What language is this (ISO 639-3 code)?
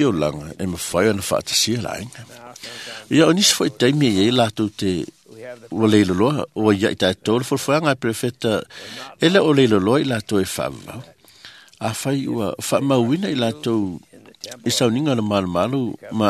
smo